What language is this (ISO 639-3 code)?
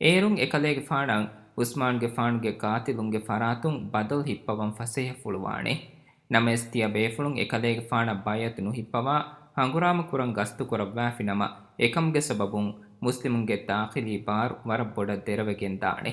div